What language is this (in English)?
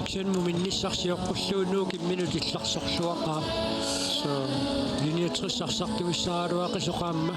Kalaallisut